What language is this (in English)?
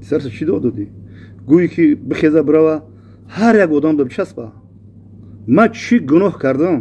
Tajik